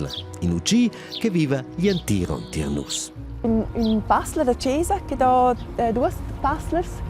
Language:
Romansh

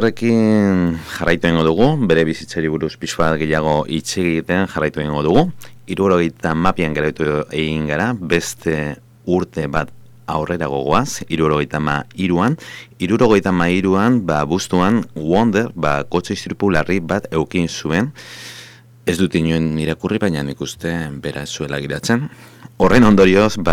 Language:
Basque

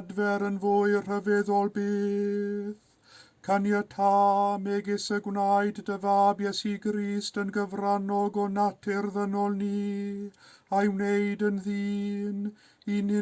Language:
Welsh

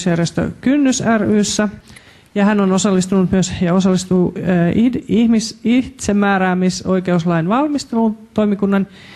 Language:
Finnish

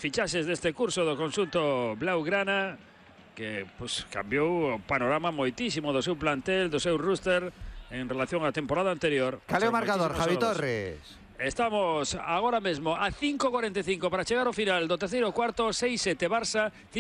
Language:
Galician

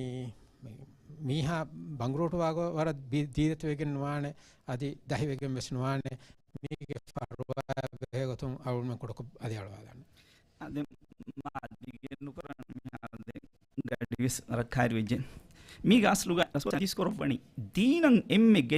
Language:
Divehi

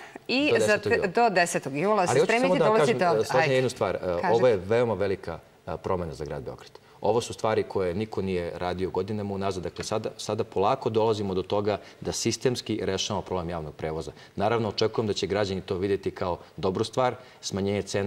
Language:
Serbian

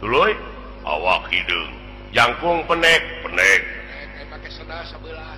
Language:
Sundanese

